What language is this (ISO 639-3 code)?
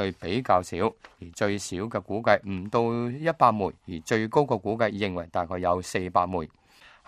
yue